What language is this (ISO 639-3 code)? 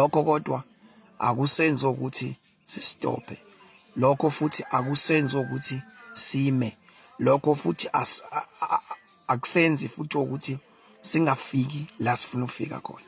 zul